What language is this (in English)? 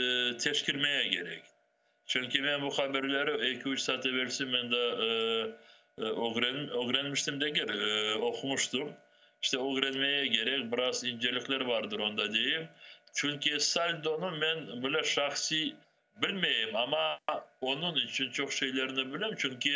Crimean Tatar